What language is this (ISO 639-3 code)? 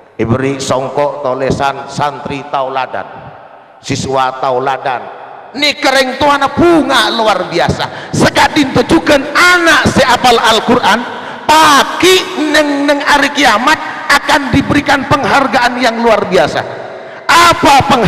mad